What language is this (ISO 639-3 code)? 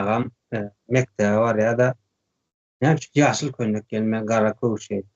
tuk